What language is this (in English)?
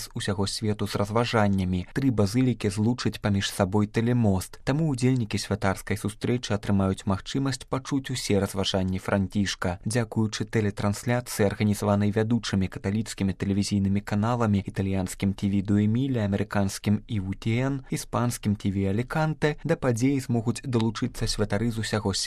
Belarusian